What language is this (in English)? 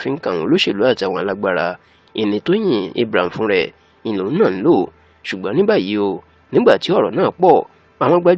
Yoruba